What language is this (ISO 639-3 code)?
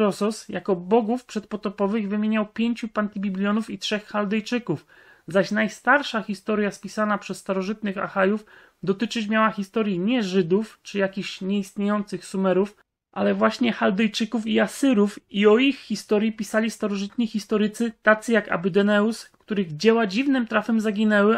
pol